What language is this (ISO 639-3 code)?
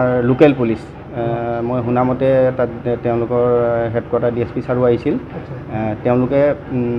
asm